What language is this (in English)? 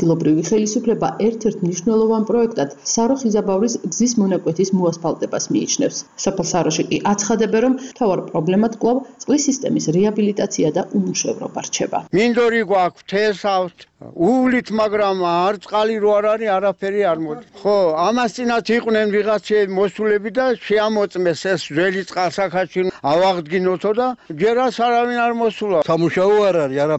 Georgian